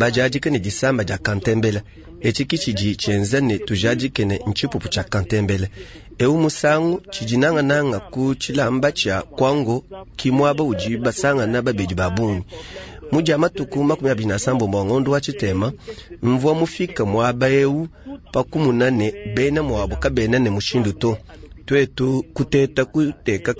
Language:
Luba-Lulua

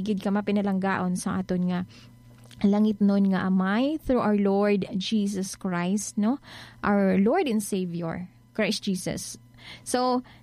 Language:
Hiligaynon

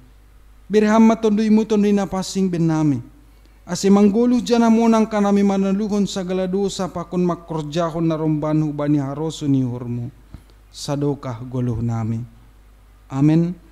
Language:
Batak Simalungun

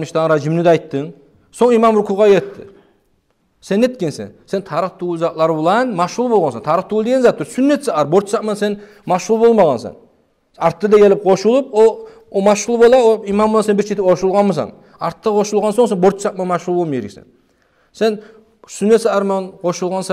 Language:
Kumyk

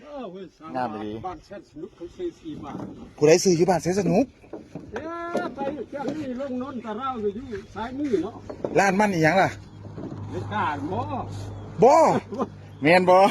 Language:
Lao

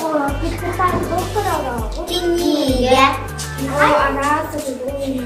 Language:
Yakut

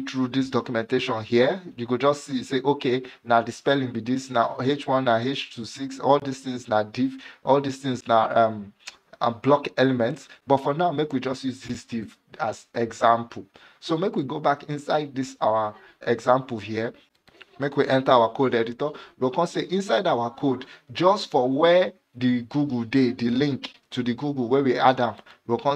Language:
Nigerian Pidgin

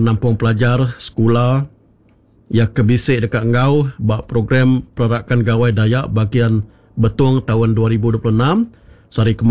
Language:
Iban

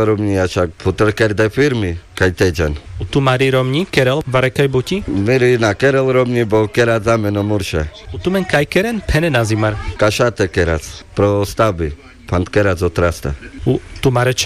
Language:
Carpathian Romani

